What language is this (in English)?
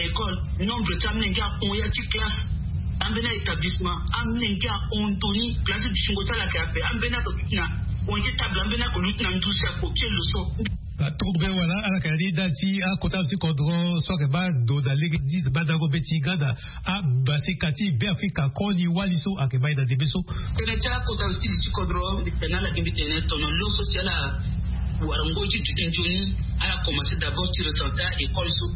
Sango